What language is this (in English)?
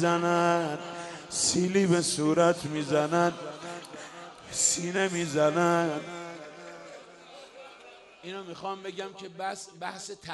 Persian